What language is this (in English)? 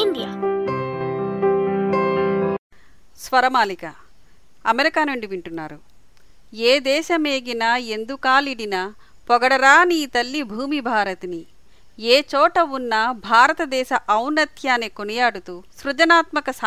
Telugu